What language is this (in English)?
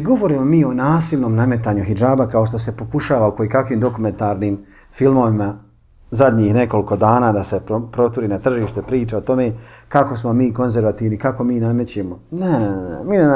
Bosnian